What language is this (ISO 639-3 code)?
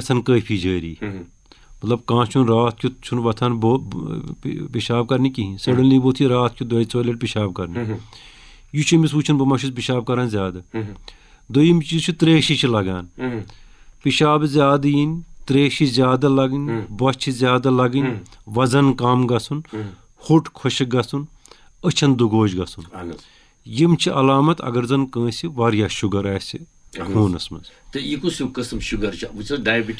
kas